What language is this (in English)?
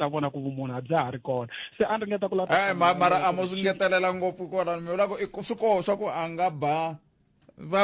Tsonga